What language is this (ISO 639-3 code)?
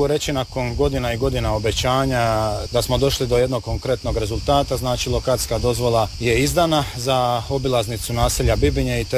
hrv